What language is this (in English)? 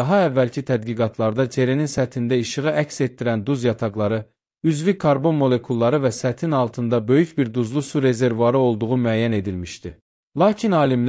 Azerbaijani